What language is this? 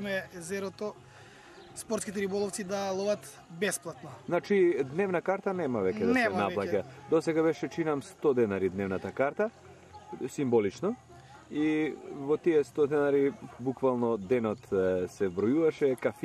Macedonian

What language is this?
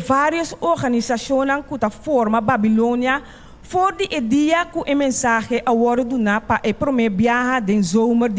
Papiamento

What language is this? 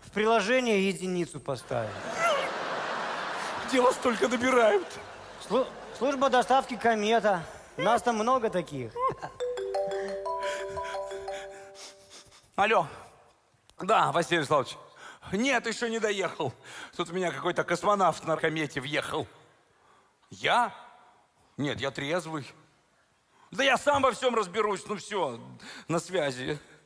Russian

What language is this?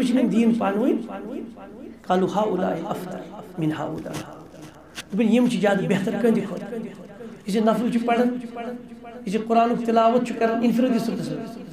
Kashmiri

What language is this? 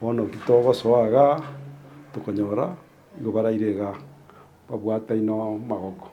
Gusii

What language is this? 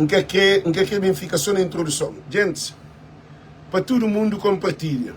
Kabuverdianu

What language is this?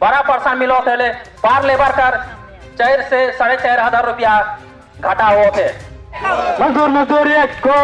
Sadri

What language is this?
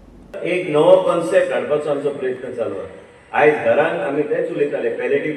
Konkani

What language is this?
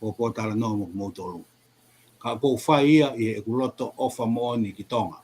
Tongan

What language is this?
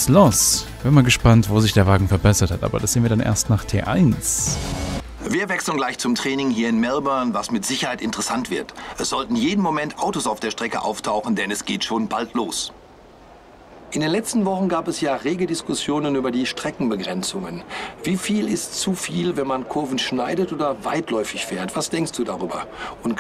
German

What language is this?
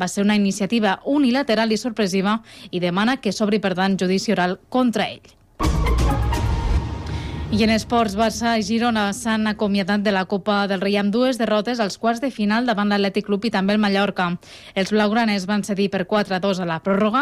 Catalan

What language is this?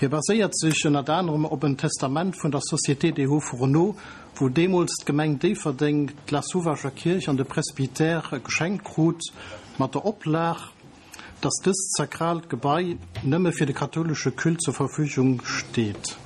Luxembourgish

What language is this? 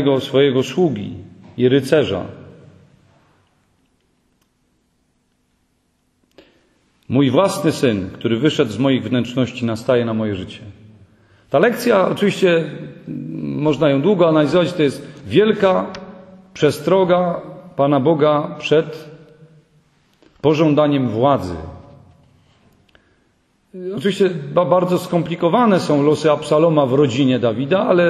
Polish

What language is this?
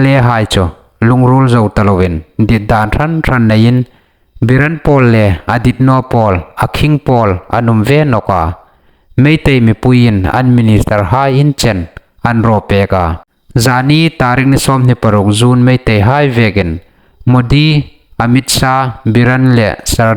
Hmar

